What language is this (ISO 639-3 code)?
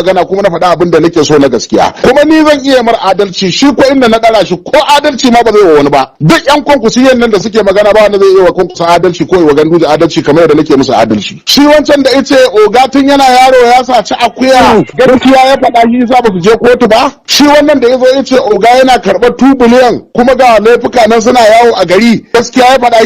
hau